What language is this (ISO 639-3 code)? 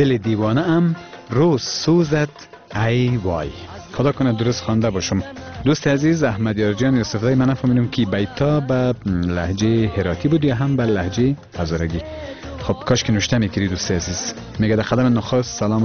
fas